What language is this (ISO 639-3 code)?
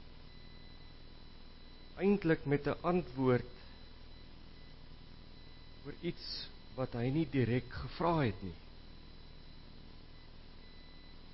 afr